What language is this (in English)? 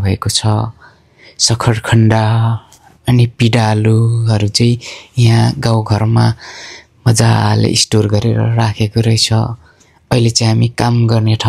Nepali